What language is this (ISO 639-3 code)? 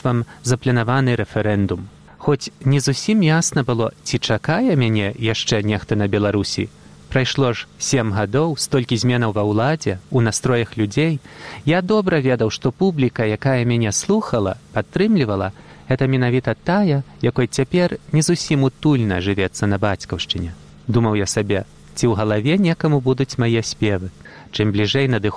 bel